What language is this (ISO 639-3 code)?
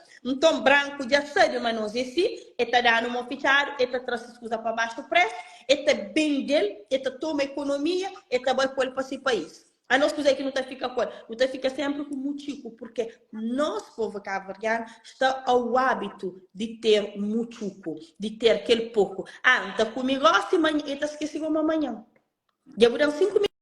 kea